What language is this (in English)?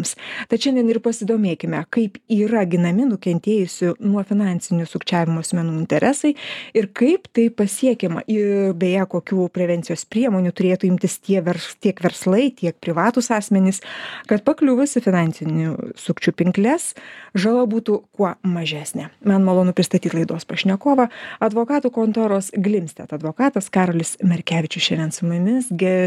Lithuanian